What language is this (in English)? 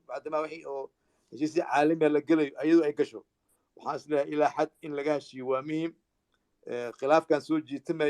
Somali